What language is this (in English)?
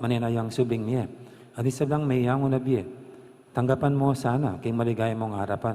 Pampanga